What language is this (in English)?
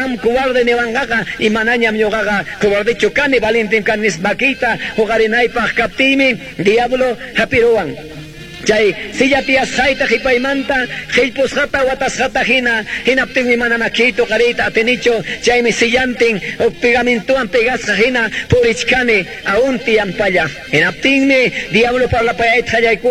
Quechua